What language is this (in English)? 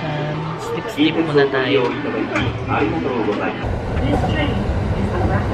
Filipino